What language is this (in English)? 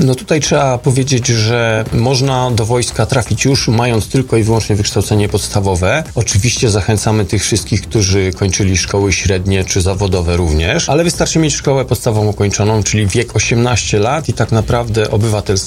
Polish